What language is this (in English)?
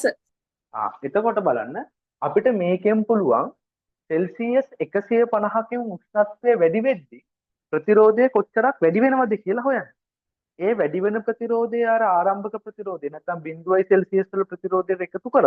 Sinhala